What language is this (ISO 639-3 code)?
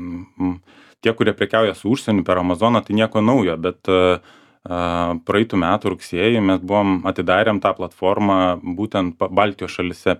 lit